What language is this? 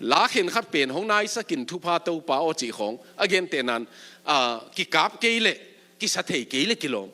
Tedim Chin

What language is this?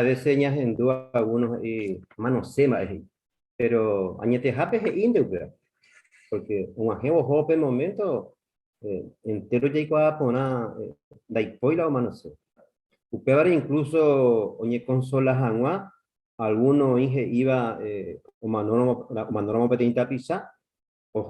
Guarani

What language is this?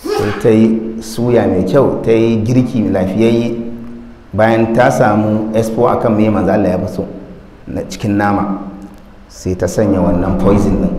Hausa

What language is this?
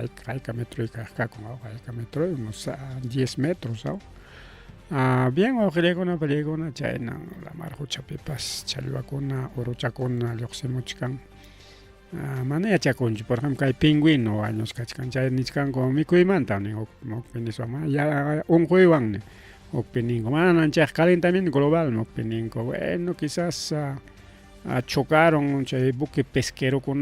Ayacucho Quechua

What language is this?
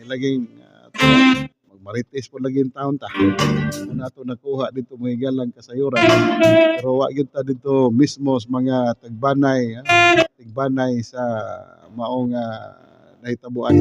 Cebuano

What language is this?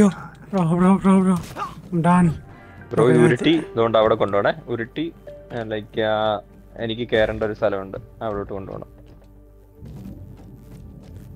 Malayalam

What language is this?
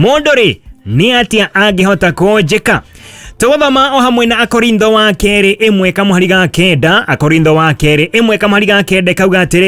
Kikuyu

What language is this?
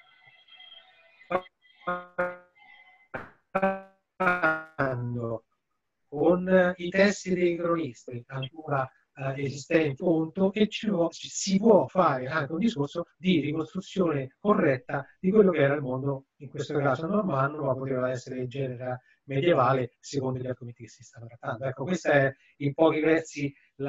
Italian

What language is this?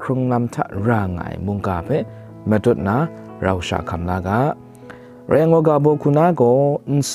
Kachin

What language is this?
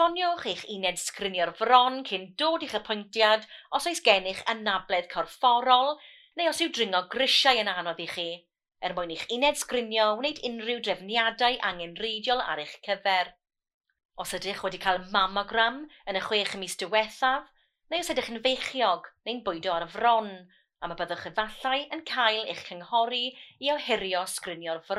Welsh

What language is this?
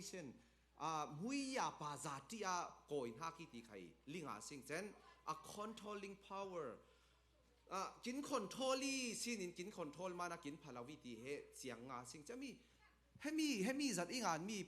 Falam Chin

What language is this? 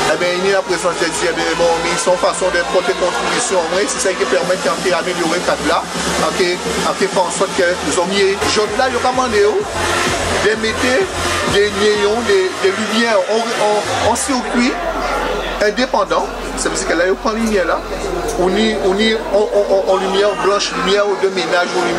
Guadeloupean Creole French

